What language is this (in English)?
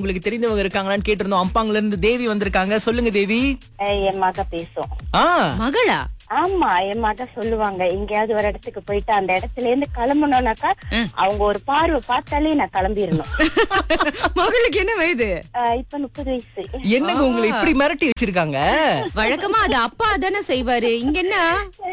Tamil